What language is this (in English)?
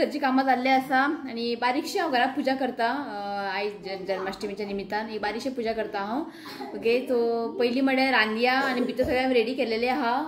Konkani